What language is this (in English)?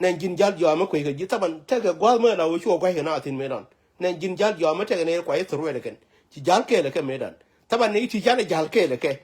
Nuer